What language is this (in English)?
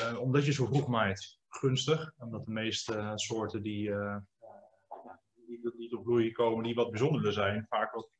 Dutch